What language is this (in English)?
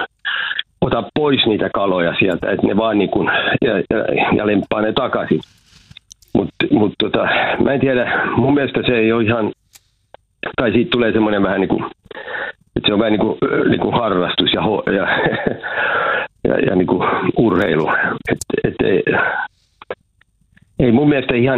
Finnish